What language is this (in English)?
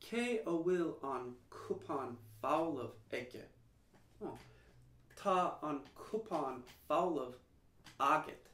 Irish